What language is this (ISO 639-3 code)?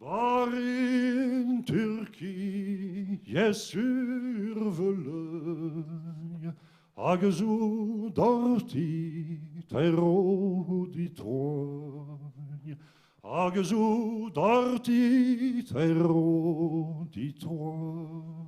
bre